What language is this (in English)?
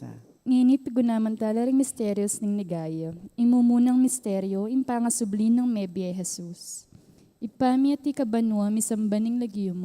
Pampanga